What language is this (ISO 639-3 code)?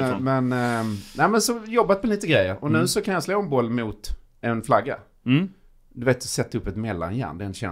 swe